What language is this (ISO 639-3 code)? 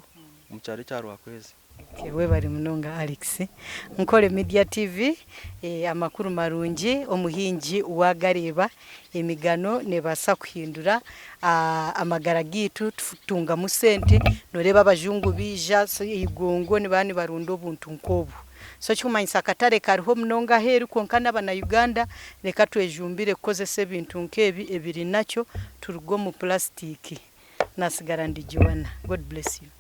nyn